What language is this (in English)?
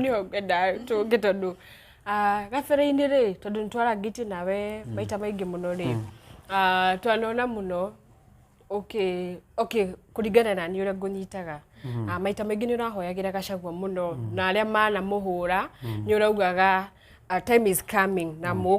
Kikuyu